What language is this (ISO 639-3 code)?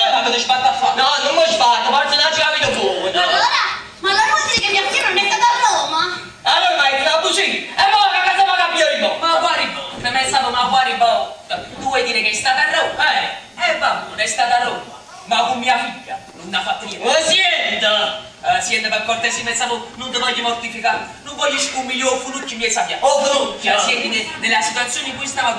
nap